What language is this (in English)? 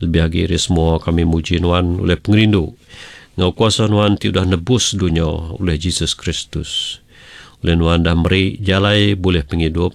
Iban